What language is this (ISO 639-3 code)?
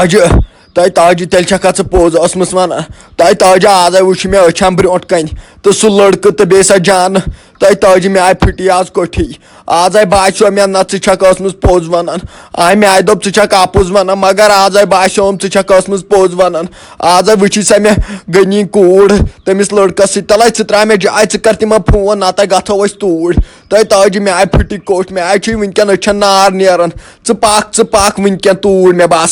kas